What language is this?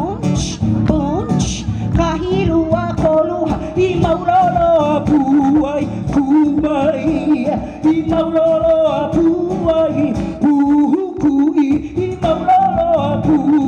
Hawaiian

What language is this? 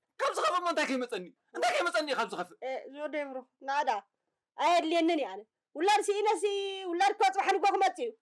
Tigrinya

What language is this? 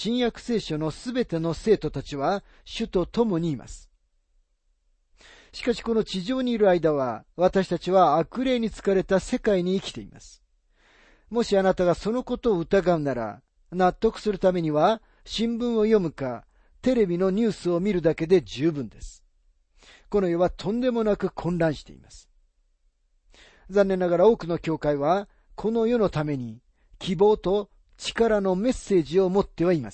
Japanese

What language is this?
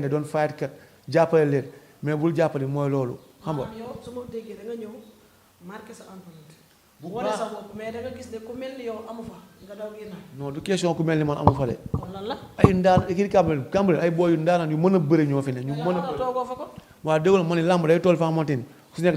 Wolof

